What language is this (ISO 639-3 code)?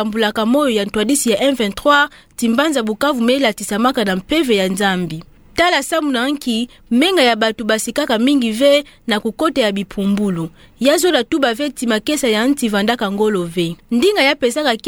ktu